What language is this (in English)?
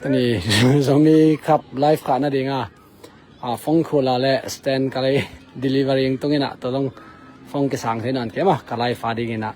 Tedim Chin